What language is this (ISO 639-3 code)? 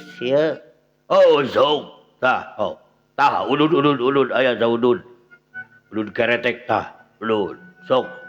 sun